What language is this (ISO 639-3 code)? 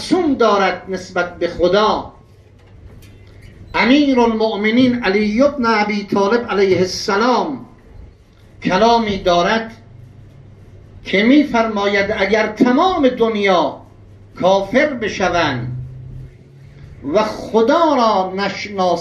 fas